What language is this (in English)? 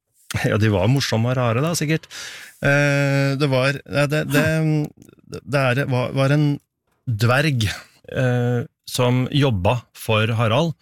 Norwegian